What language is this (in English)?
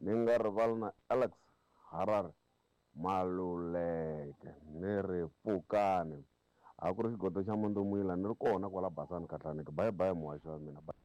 Tsonga